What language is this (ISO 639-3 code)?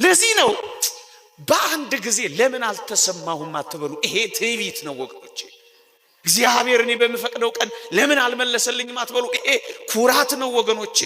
amh